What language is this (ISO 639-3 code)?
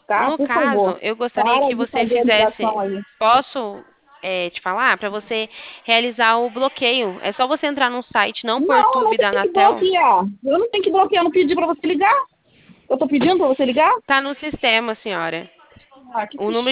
por